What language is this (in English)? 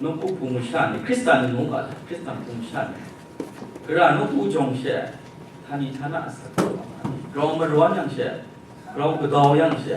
Kachin